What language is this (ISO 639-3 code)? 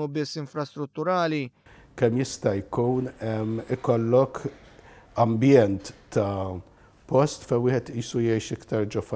mlt